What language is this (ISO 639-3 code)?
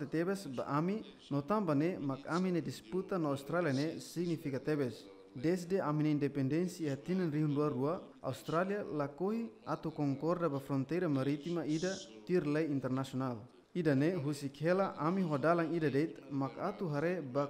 tet